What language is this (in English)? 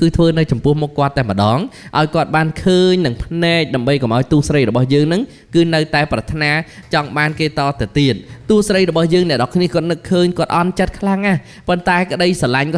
Khmer